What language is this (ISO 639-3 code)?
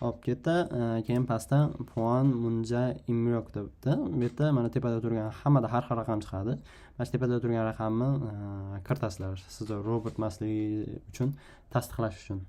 uzb